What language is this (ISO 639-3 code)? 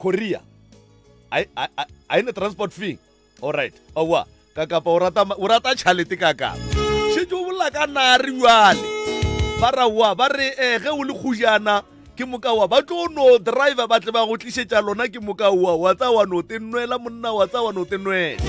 nso